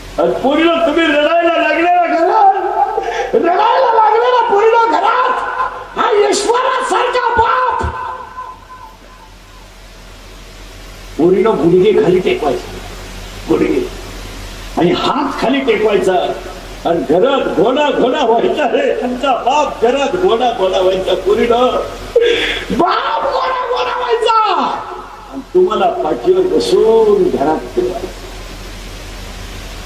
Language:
Marathi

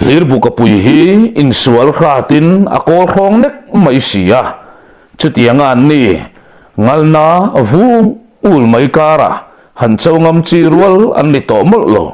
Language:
Mizo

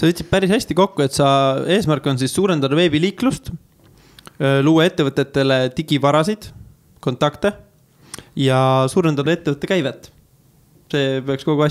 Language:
Estonian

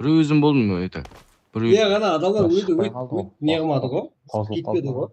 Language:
Kara-Kalpak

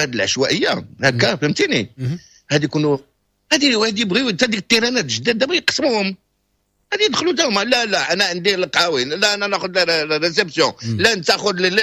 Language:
Moroccan Arabic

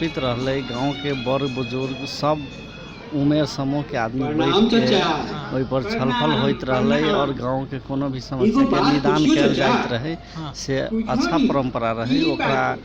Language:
Magahi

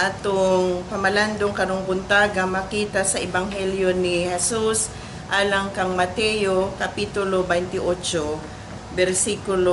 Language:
Cebuano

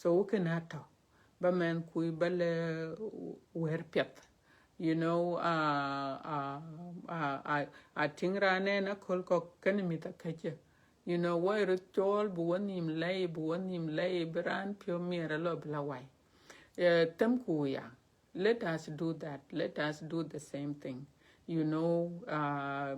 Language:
Dinka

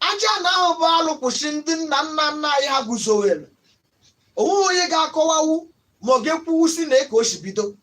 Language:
Igbo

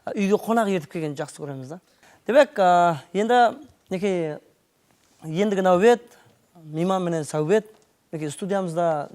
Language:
Kara-Kalpak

